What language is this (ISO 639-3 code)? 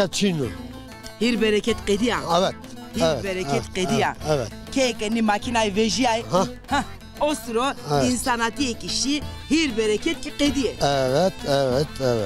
zza